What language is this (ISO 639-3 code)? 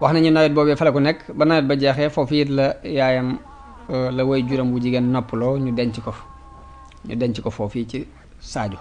wol